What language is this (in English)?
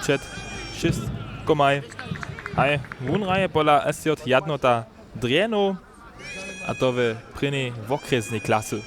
Upper Sorbian